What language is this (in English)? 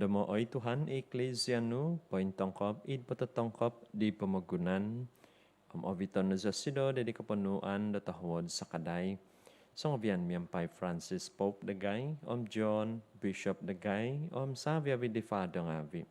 Central Dusun